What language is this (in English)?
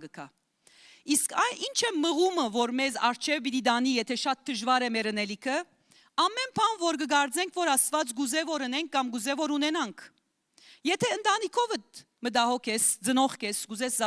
Western Armenian